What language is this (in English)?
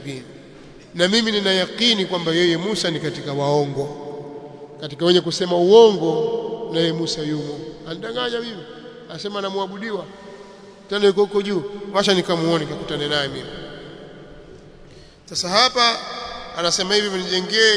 Swahili